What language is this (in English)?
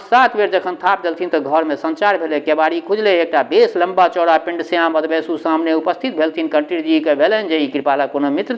Maithili